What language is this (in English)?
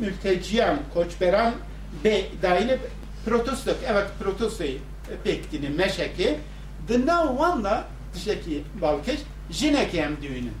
Kurdish